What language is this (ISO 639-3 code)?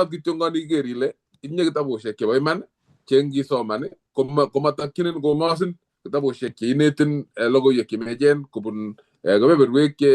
kln